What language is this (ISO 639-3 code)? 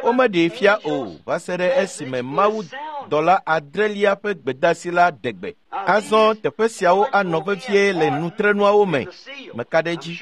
ewe